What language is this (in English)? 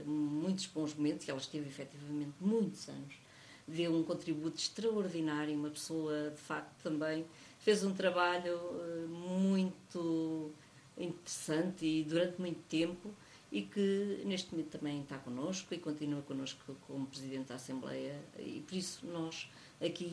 Portuguese